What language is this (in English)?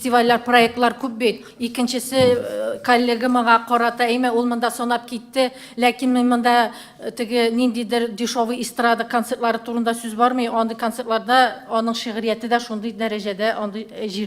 Tatar